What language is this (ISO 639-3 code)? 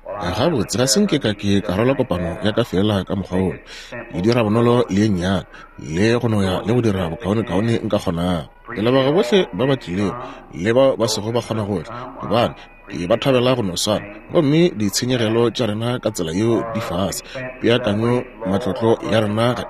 nso